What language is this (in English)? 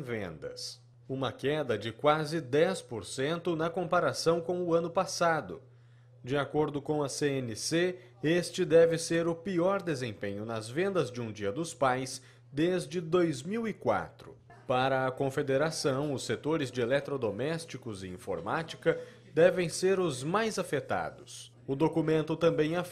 Portuguese